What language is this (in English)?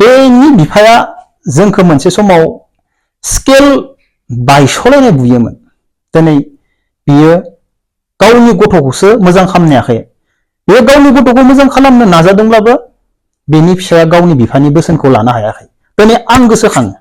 Bodo